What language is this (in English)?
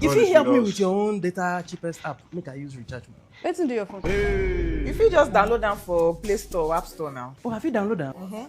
Nigerian Pidgin